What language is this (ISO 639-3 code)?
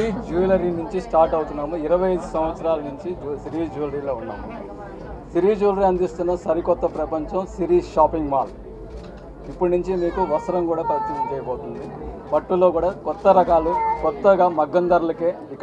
tel